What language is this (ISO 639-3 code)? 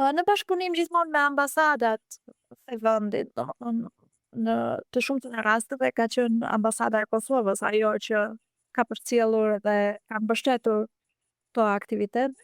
sqi